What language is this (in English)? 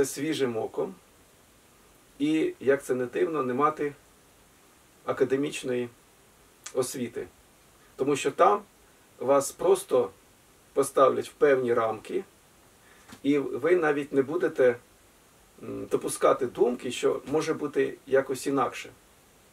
Ukrainian